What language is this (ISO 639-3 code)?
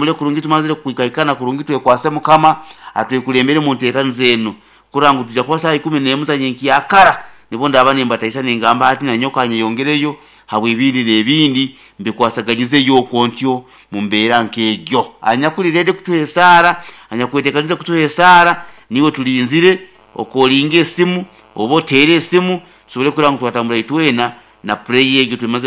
nyn